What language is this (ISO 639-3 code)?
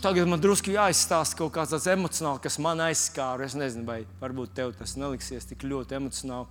lav